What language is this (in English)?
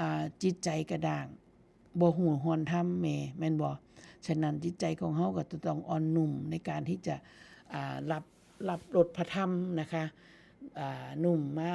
Northeastern Thai